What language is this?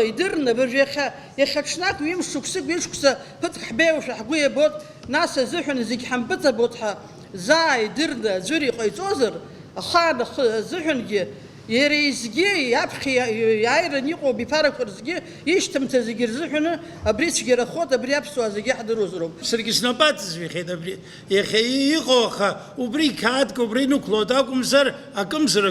Abkhazian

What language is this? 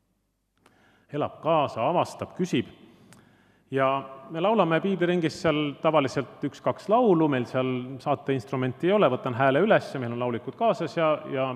Estonian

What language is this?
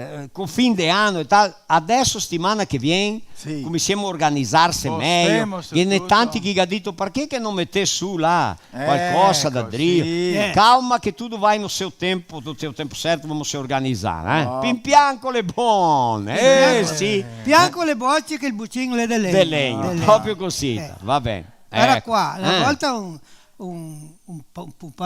Venetian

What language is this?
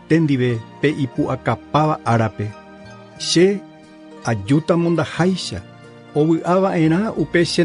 Guarani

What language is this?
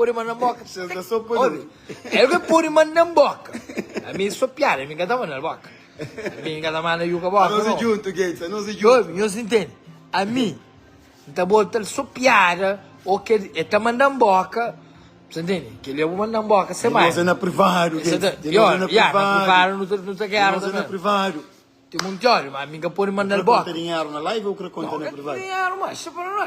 Kabuverdianu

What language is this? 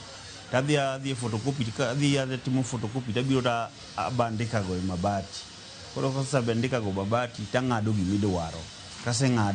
Luo (Kenya and Tanzania)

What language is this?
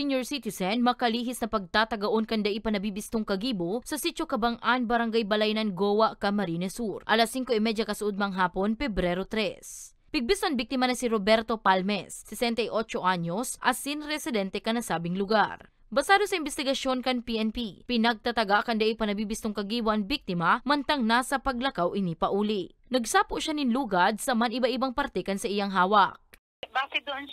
Bikol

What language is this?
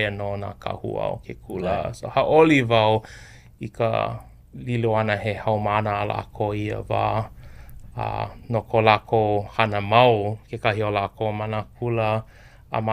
Hawaiian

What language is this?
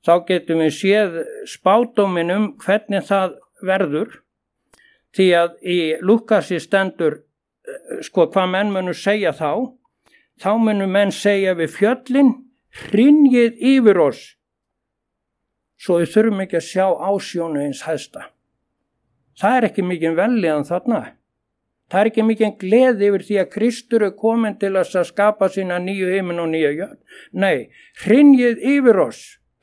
Icelandic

